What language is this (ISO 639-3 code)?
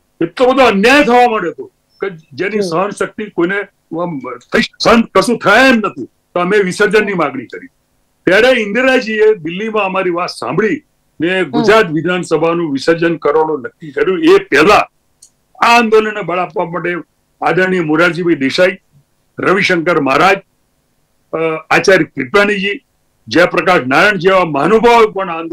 guj